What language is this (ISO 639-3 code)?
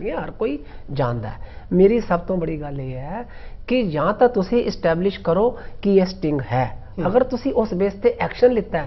pan